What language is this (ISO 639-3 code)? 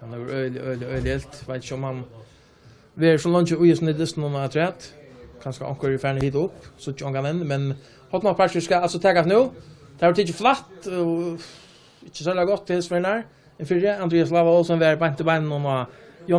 fao